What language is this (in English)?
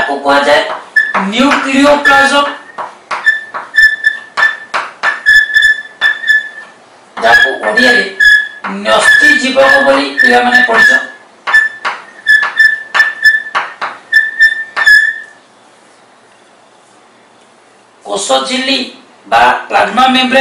Odia